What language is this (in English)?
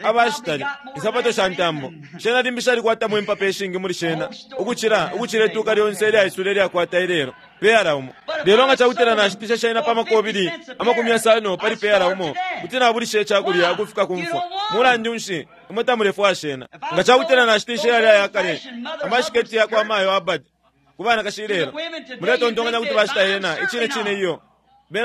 Bemba